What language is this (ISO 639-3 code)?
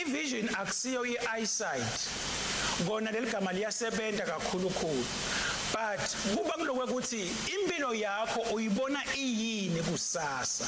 ssw